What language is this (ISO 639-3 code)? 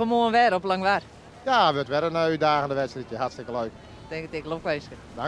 fry